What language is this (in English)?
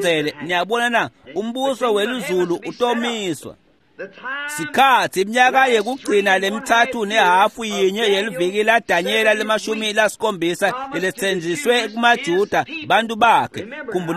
Swati